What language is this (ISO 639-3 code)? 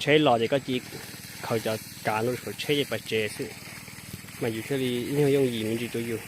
hmn